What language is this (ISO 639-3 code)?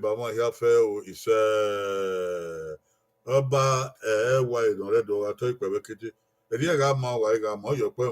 bin